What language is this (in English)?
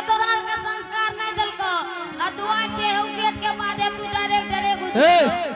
Angika